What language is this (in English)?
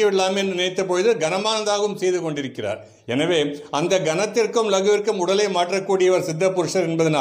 Tamil